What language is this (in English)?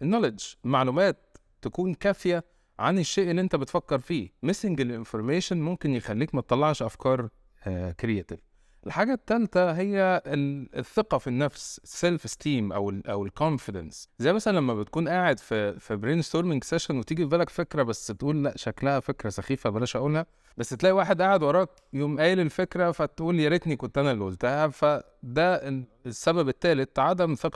Egyptian Arabic